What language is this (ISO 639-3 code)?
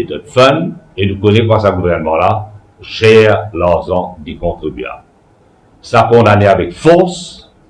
mfe